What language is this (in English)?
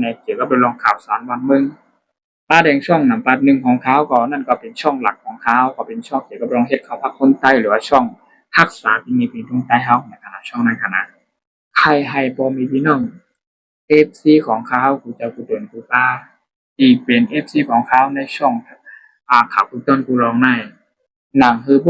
Shan